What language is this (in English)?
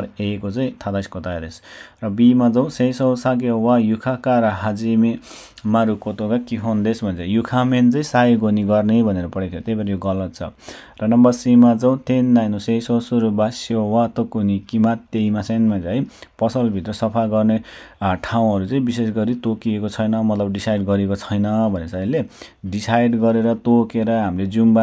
Nepali